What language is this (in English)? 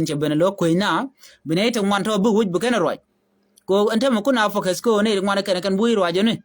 Nuer